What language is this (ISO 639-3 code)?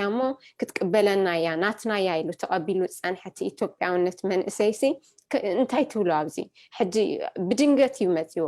tir